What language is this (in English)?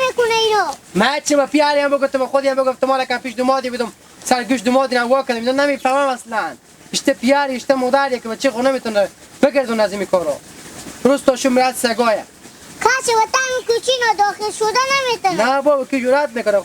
Hazaragi